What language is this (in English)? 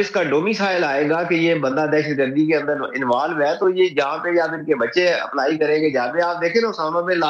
Urdu